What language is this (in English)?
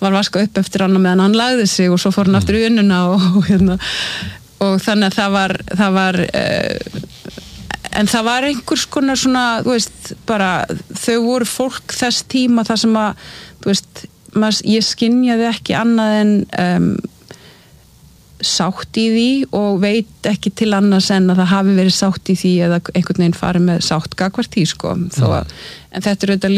Icelandic